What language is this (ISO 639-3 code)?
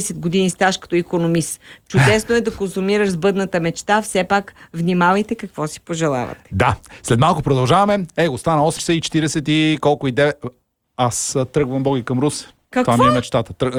bul